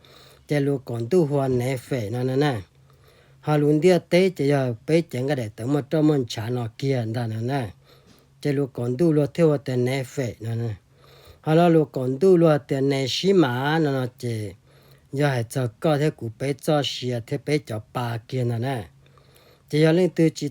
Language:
Hmong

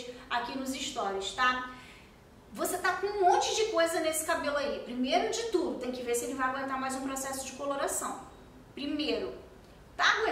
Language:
Portuguese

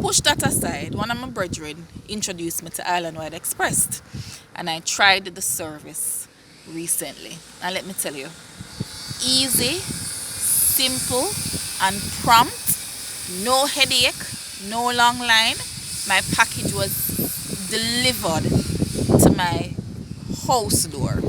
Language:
Jamaican Creole English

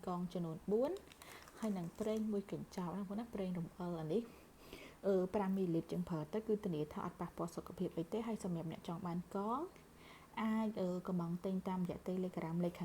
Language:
Khmer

